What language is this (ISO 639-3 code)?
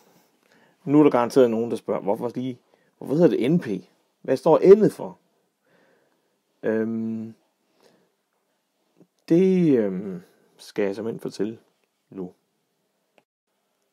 dan